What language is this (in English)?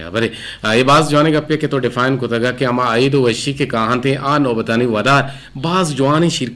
Eastern Balochi